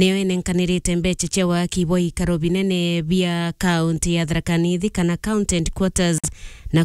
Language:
Meru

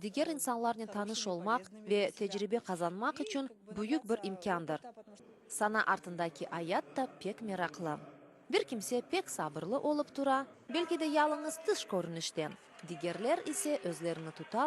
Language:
Crimean Tatar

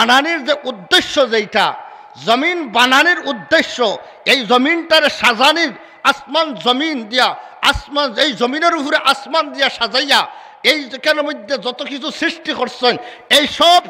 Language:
Sylheti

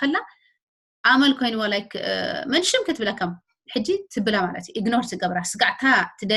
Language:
Tigrinya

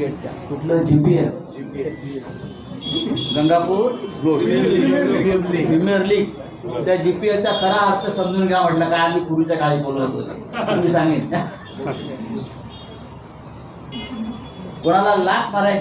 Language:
Marathi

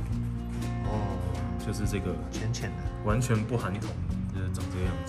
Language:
Chinese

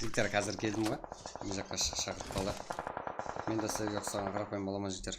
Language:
Kara-Kalpak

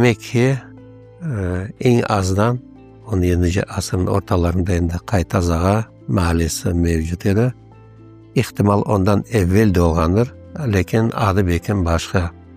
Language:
Crimean Tatar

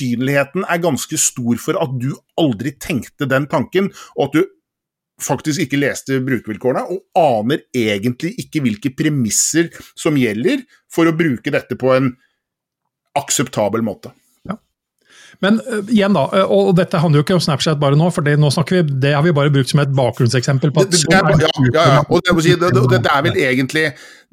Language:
Norwegian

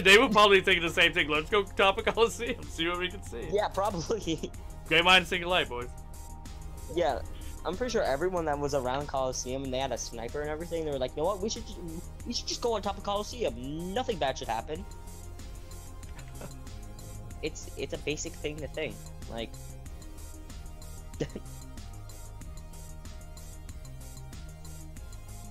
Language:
English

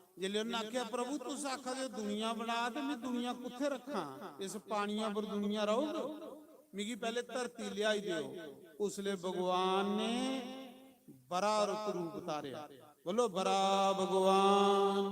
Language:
Dogri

